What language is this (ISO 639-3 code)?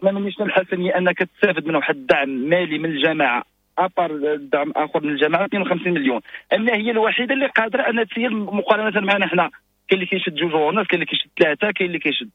ary